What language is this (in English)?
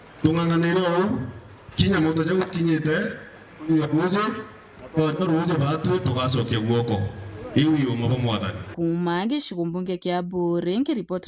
Meru